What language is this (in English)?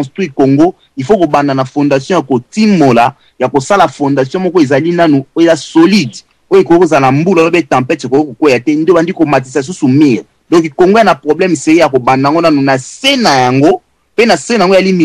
Lingala